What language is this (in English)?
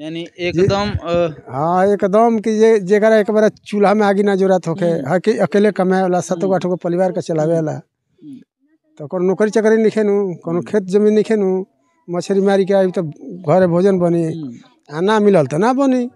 Bhojpuri